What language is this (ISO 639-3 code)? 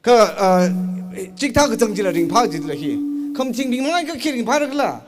nmf